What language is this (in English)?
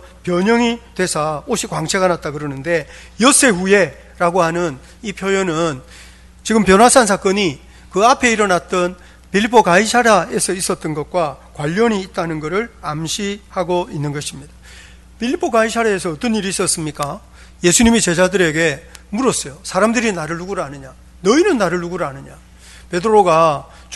Korean